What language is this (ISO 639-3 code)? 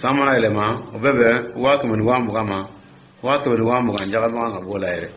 dyu